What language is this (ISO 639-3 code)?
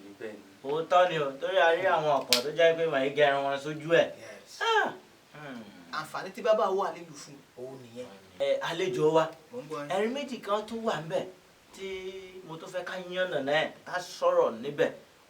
yor